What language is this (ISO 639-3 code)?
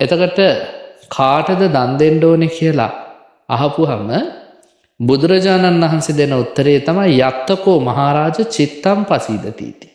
sin